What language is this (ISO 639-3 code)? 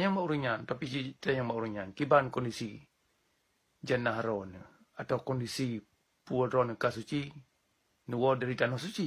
ace